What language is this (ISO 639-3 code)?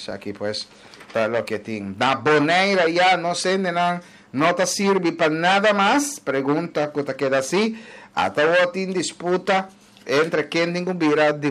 pap